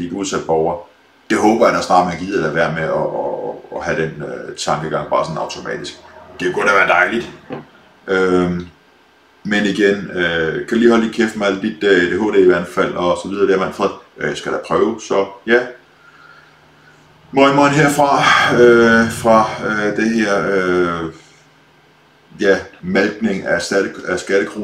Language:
Danish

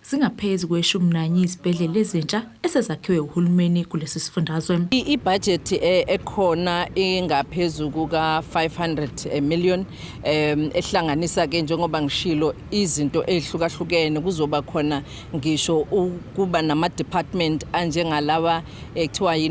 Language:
Zulu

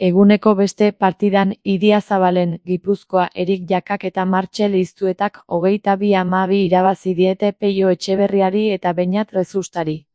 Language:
Basque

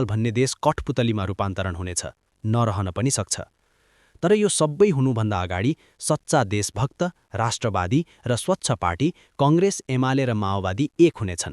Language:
Nepali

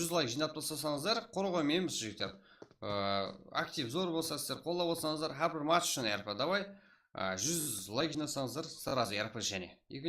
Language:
Kara-Kalpak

